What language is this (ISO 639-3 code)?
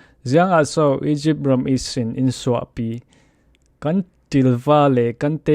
cfm